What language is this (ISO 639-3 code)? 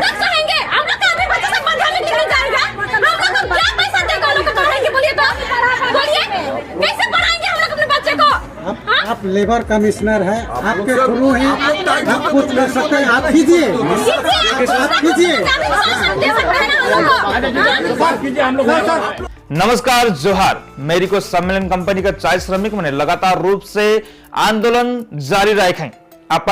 sck